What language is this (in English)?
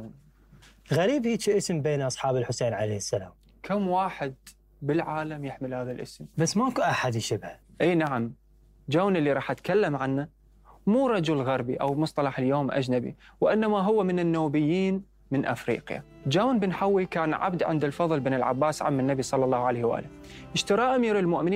Mesopotamian Arabic